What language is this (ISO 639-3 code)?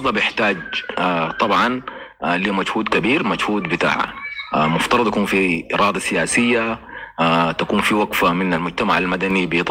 apd